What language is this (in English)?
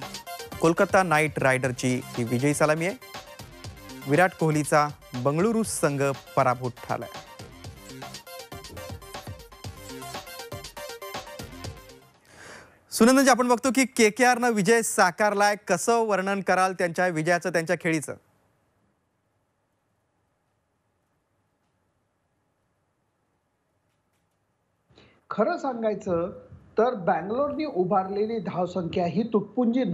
Marathi